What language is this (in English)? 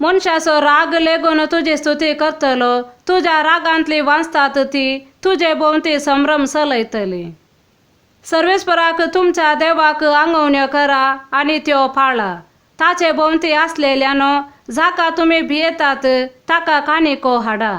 Konkani